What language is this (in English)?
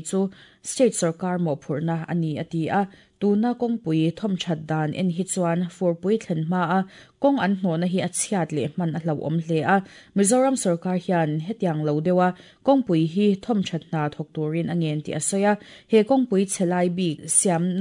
Mizo